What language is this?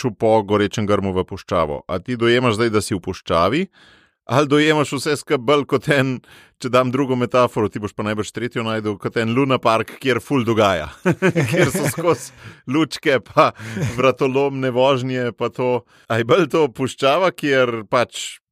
Slovenian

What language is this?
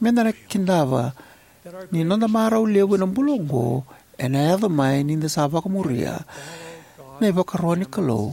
Fijian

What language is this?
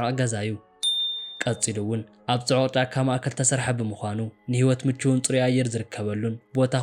Tigrinya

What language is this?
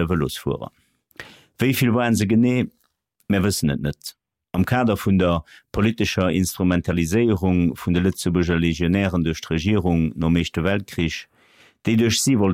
Luxembourgish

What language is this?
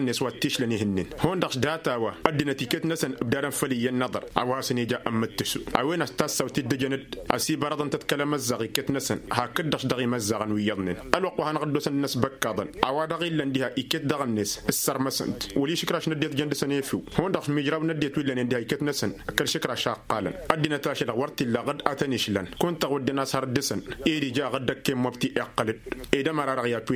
Tamasheq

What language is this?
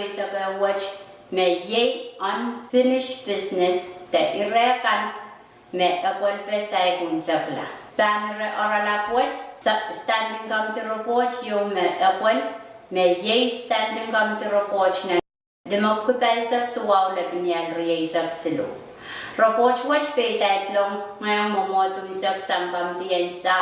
Pohnpeian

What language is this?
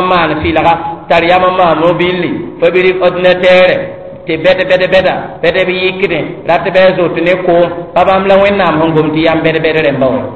Mossi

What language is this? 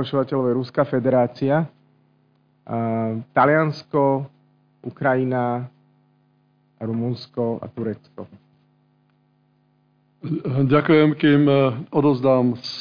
Slovak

